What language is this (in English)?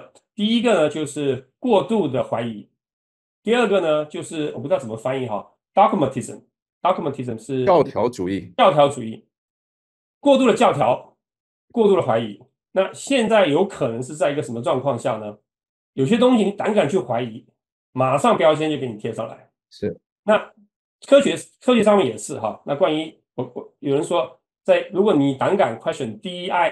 Chinese